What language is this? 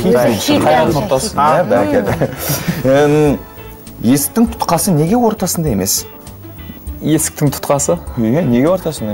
Kazakh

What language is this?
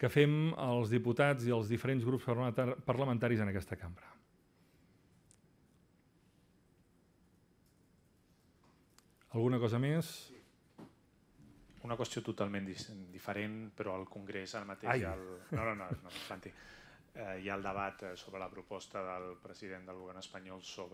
Catalan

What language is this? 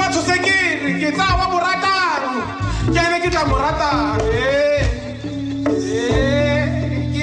Tswana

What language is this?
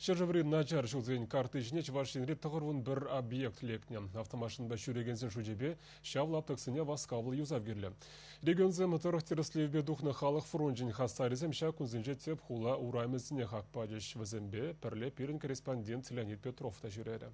Chuvash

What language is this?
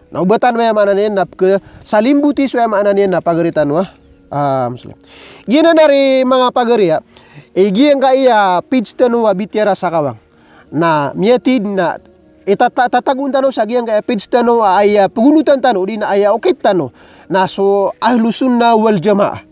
Maranao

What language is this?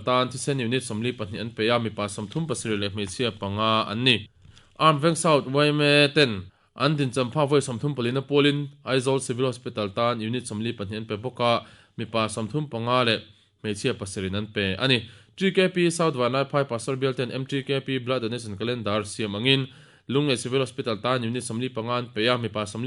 Mizo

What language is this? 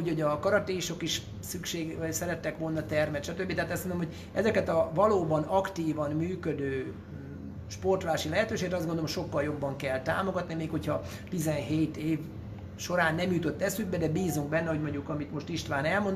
Hungarian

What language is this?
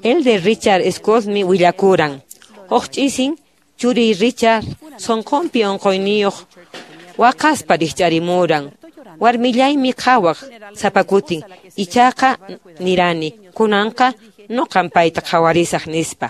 Quechua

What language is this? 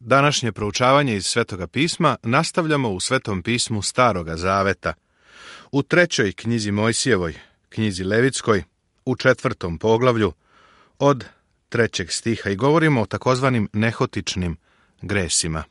Serbian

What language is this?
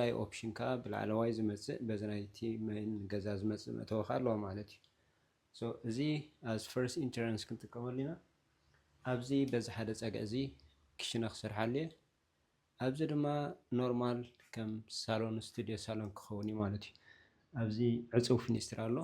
Tigrinya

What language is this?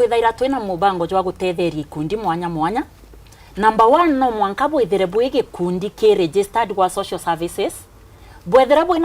Meru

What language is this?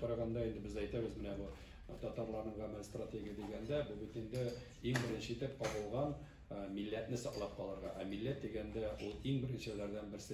Tatar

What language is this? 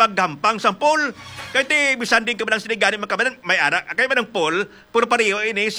Hiligaynon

